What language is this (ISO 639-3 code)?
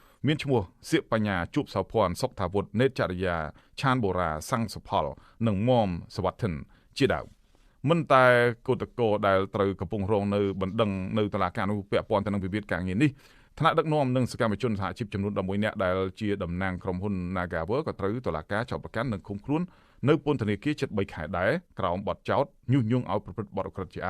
khm